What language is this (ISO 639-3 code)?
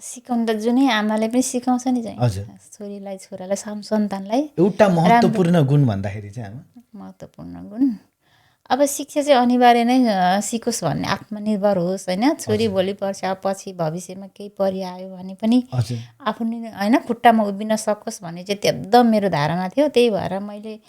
nep